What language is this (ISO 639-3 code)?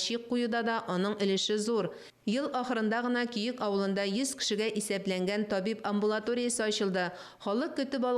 tat